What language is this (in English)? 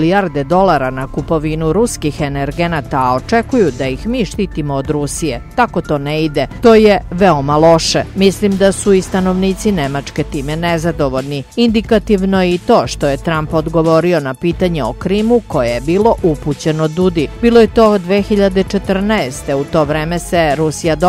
Serbian